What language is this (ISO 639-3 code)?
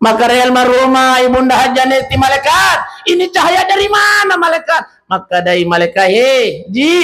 bug